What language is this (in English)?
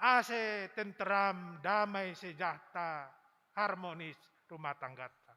Batak Simalungun